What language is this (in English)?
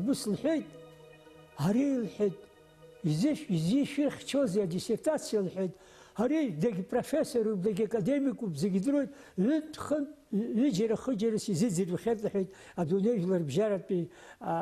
Abkhazian